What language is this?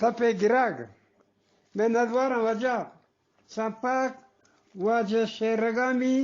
Eastern Balochi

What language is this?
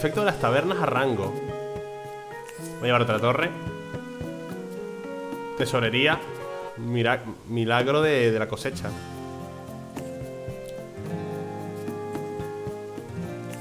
Spanish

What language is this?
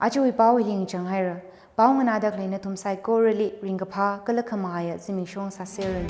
Tangkhul Naga (India)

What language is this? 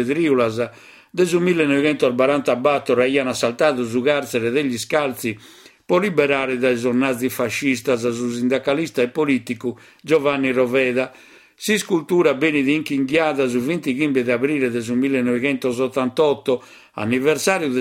Sardinian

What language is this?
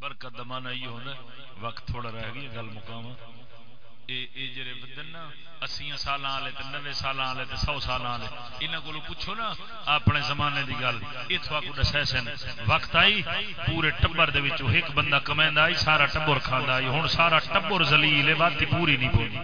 Saraiki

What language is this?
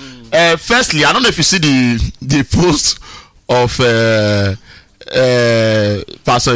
Nigerian Pidgin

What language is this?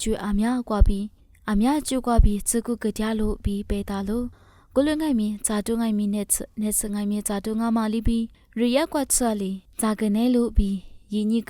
Lisu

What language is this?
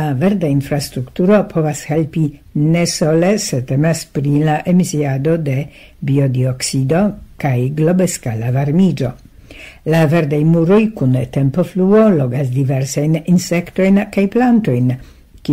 Esperanto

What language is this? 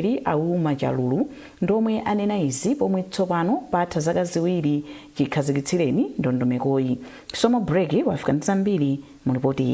Nyanja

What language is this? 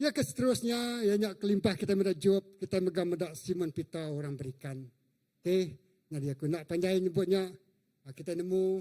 Iban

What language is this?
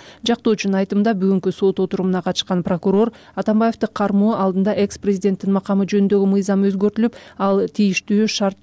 Kyrgyz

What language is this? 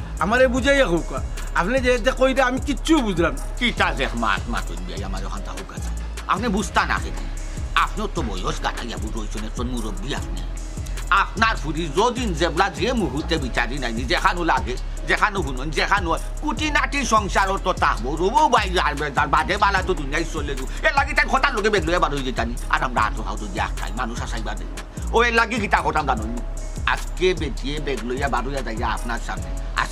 Sylheti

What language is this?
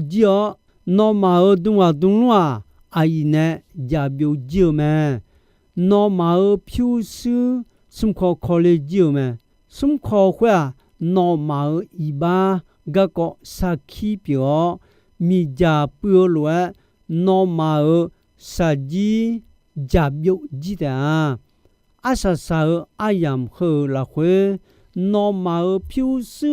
Akha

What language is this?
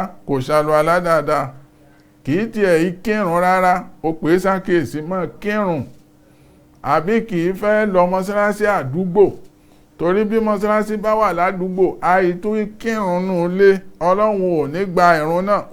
Yoruba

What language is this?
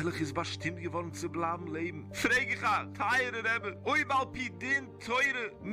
Yiddish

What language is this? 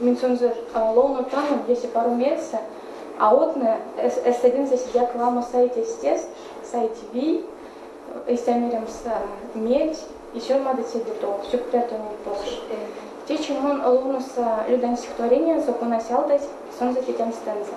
Erzya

